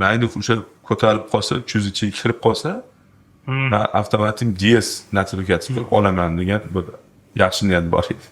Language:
Uzbek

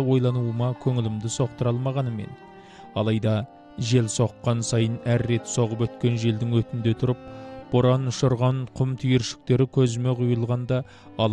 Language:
Kazakh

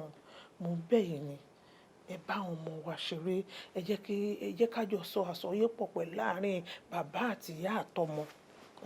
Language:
Yoruba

